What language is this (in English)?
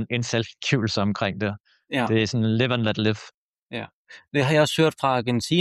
Danish